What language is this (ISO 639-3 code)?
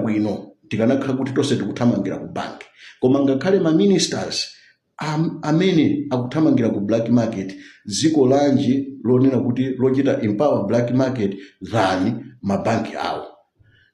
nya